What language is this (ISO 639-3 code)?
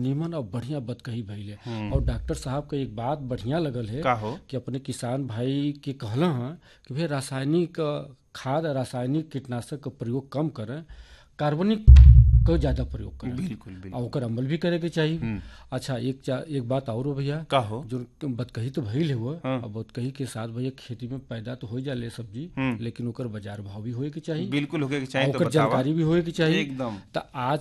bho